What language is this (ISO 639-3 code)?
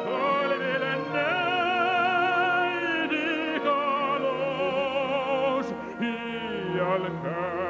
est